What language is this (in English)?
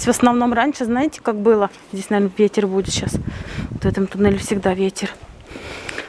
Russian